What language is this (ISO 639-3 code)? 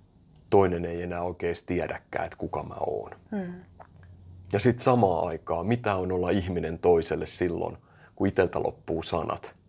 fin